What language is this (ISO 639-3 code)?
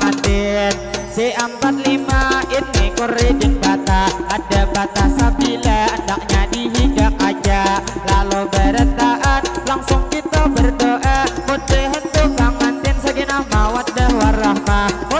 bjn